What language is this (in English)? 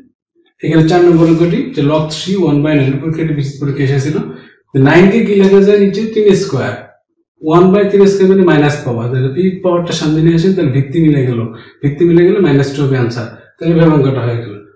Bangla